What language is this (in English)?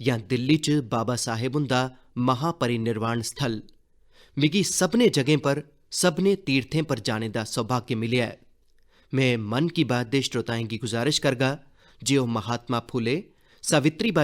Dogri